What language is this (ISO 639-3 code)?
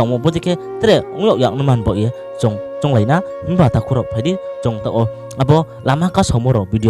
ria